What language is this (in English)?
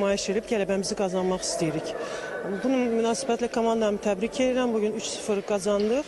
Azerbaijani